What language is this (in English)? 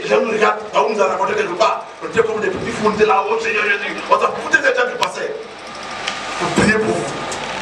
French